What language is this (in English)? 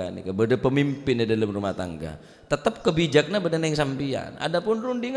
Madurese